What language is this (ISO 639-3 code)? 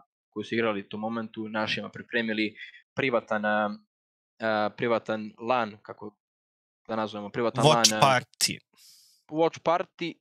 srp